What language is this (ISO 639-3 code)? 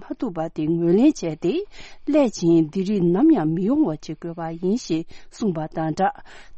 bod